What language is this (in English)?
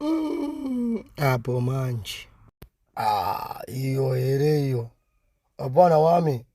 Shona